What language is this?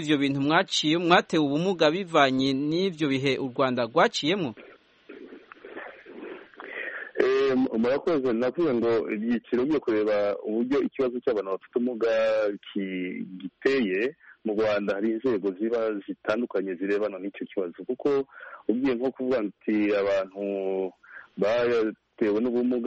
Kinyarwanda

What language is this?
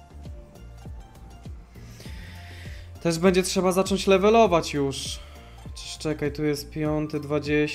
Polish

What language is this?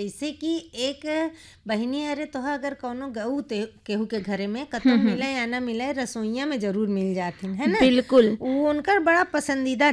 Bhojpuri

